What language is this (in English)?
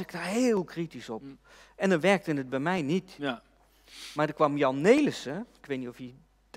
Dutch